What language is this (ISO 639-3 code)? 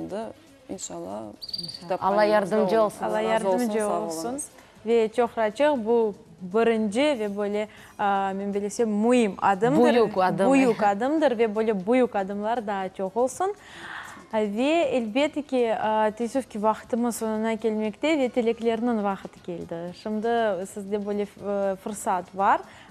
crh